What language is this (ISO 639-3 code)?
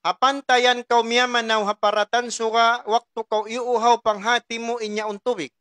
tsg